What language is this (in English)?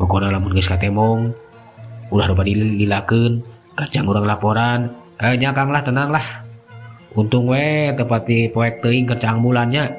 Sundanese